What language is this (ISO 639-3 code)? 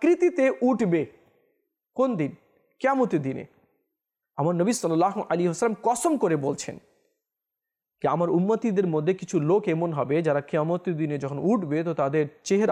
ben